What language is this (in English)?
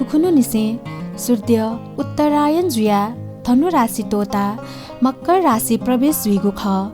Newari